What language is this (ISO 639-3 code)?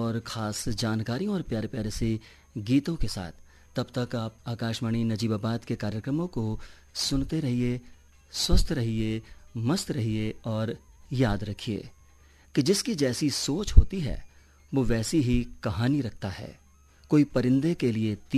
hin